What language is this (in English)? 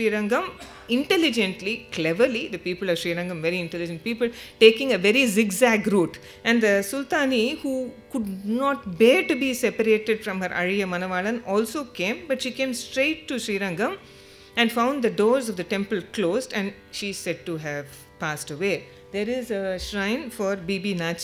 English